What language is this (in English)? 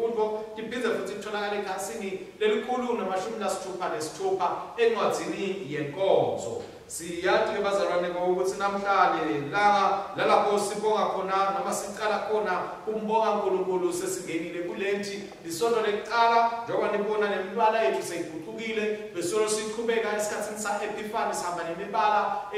Swati